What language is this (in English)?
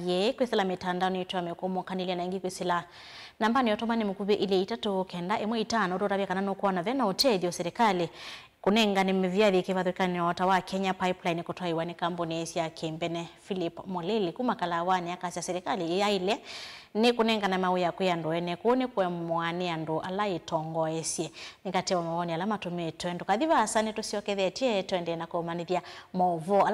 Kamba